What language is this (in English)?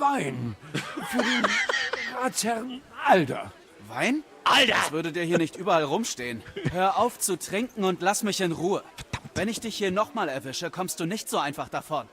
Bavarian